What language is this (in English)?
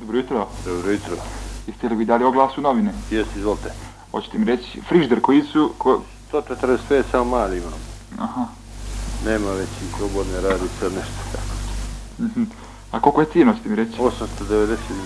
Bosnian